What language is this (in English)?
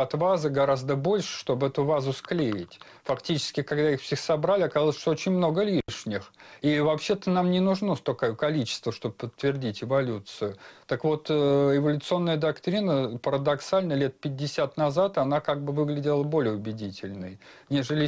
Russian